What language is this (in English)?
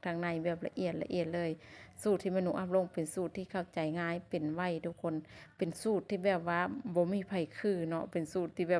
Lao